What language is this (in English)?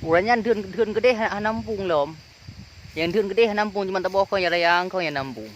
Achinese